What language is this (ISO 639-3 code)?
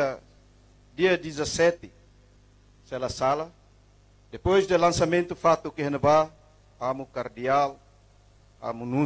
tet